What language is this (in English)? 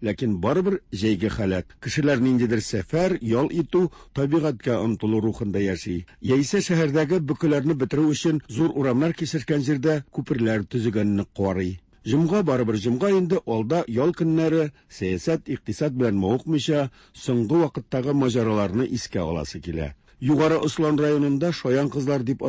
Tatar